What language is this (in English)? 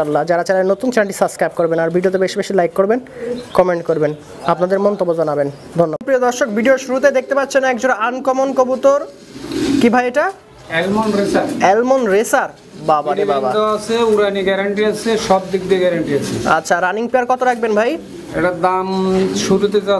Bangla